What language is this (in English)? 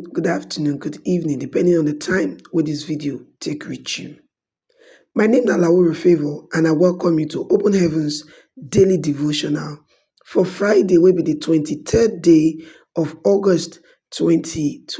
Nigerian Pidgin